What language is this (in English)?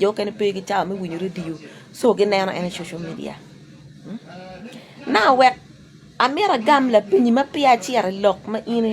Acoli